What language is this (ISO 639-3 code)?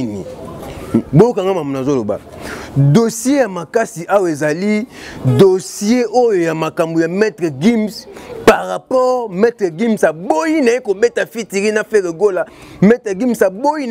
lin